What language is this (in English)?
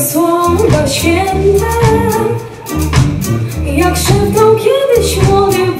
Polish